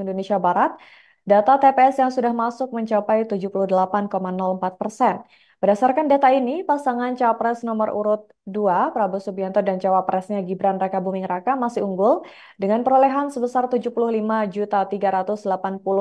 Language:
Indonesian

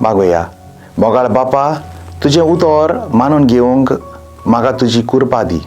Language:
Konkani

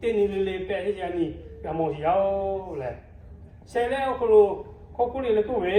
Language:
Lahu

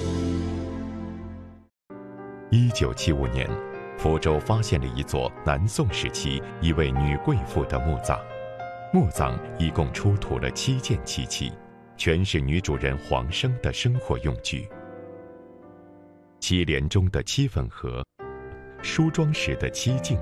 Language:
Chinese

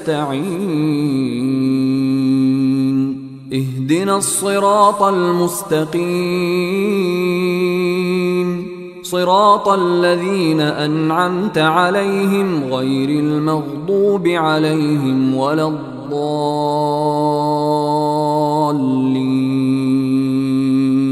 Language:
Arabic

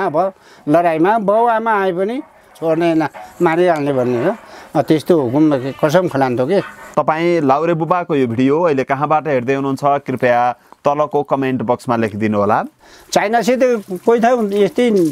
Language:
Nepali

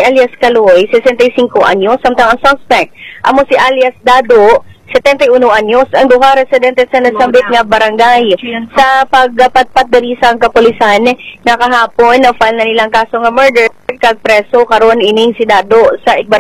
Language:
Hiligaynon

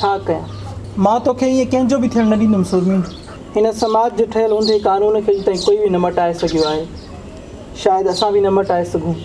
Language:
Sindhi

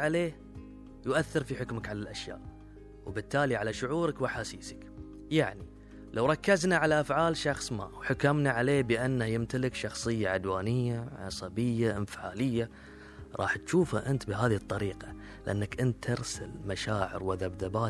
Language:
Gulf Arabic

